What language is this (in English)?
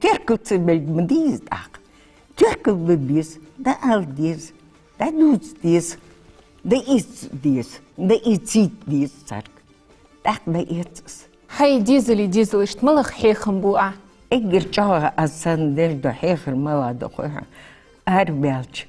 Ingush